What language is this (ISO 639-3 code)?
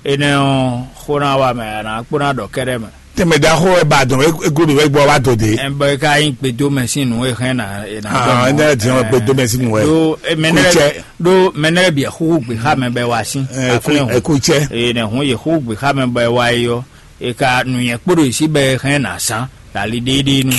fon